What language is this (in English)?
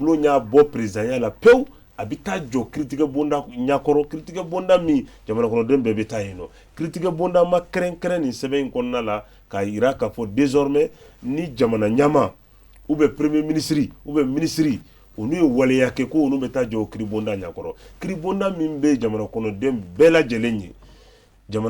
Bambara